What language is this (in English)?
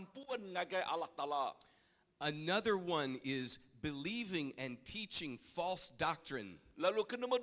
Iban